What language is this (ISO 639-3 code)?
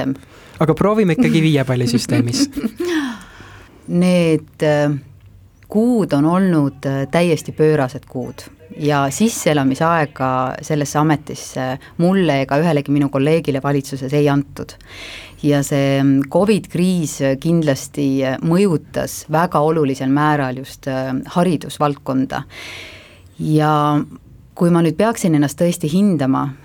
est